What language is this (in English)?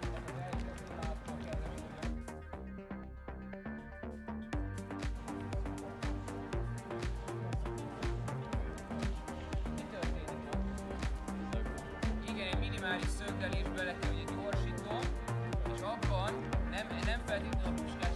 Hungarian